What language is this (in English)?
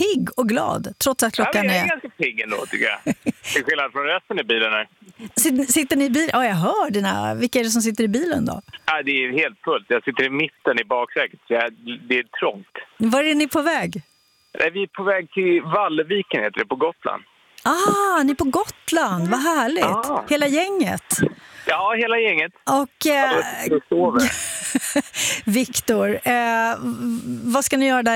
Swedish